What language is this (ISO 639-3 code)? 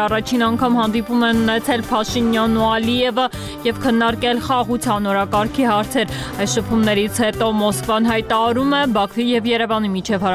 hye